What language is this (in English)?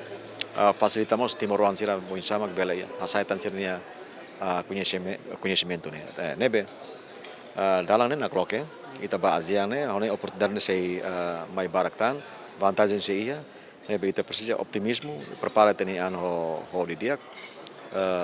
Tetum